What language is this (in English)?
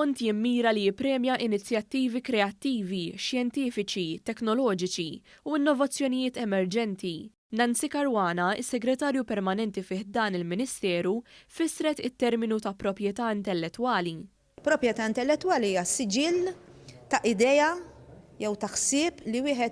Maltese